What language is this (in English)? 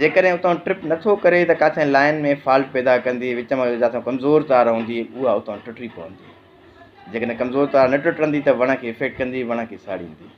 Sindhi